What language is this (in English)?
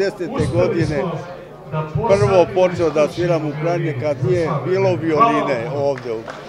Serbian